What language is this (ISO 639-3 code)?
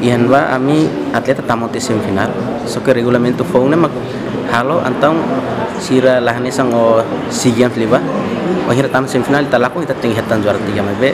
tet